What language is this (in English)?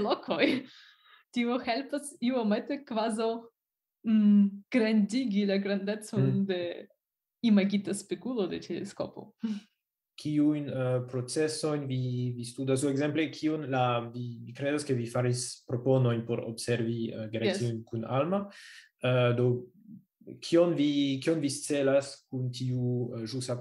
Esperanto